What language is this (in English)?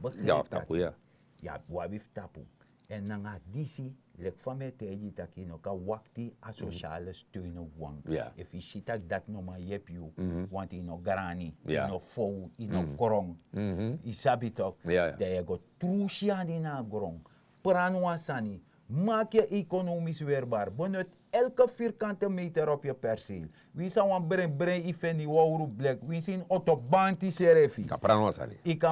Sranan Tongo